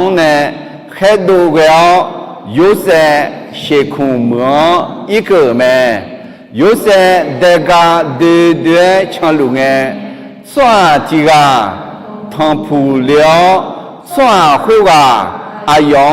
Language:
Akha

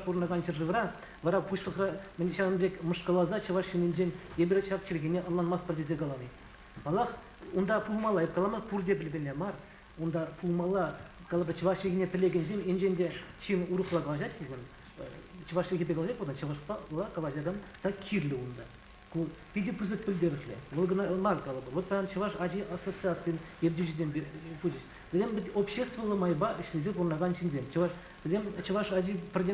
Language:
Chuvash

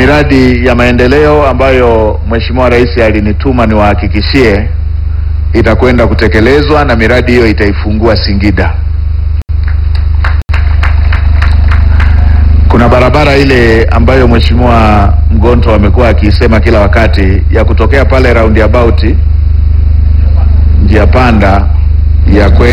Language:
Swahili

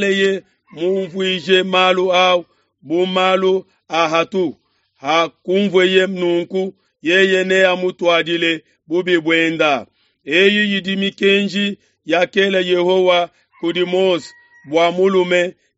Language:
Luba-Lulua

